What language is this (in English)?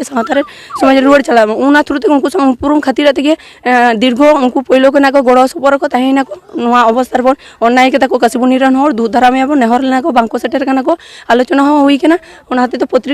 Santali